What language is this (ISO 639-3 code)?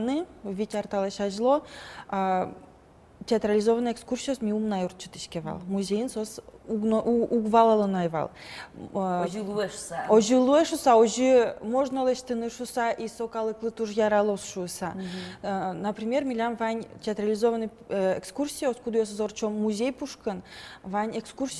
udm